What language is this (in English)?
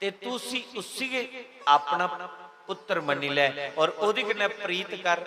Dogri